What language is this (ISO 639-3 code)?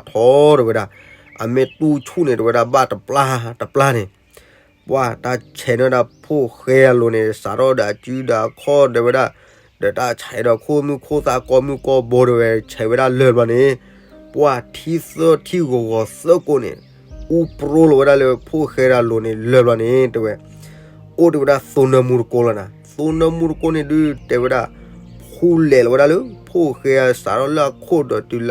ksw